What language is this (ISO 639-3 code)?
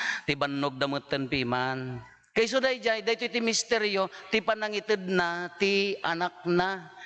ilo